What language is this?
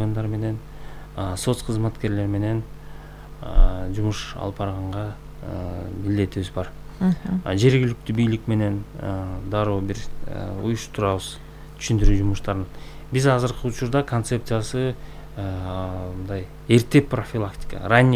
Kyrgyz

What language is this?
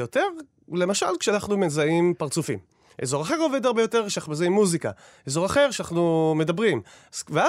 Hebrew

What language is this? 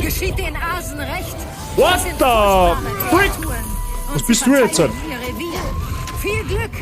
Bavarian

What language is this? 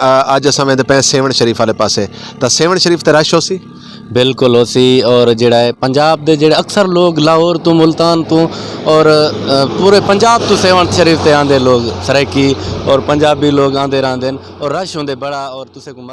Saraiki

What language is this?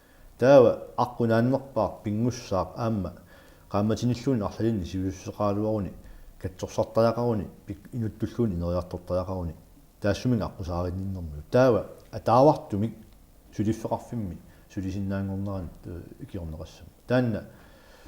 Kalaallisut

